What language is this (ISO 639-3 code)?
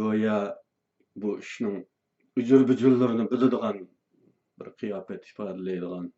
uig